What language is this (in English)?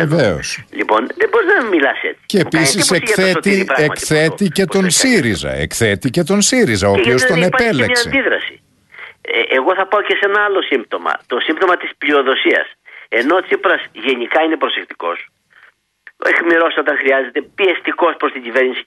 Greek